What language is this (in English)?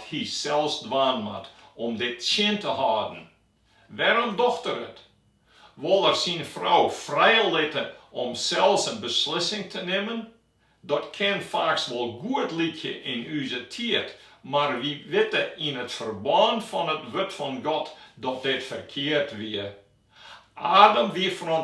Western Frisian